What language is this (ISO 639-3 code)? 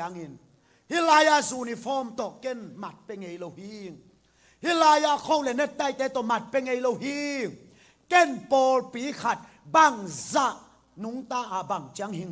ctd